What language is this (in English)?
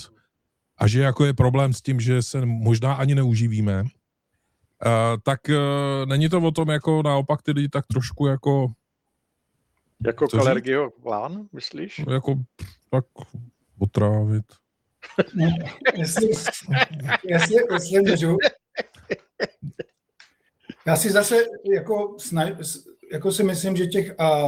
Czech